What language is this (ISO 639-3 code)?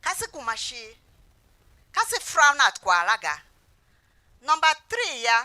tiv